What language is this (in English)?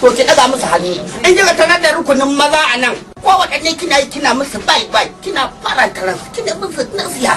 Hausa